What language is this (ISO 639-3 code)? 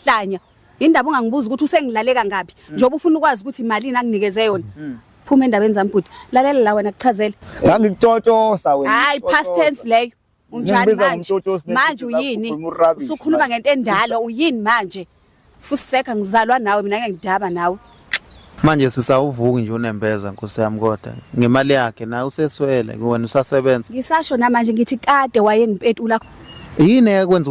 zul